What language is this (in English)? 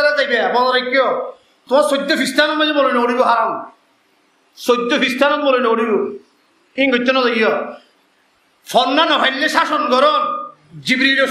Rohingya